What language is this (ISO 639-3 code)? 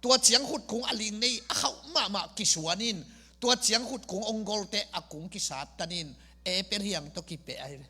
ctd